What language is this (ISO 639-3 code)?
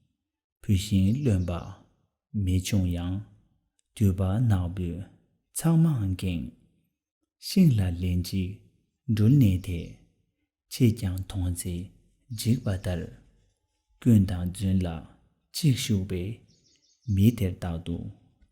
bod